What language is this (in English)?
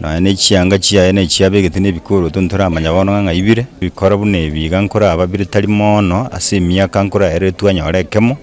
Gusii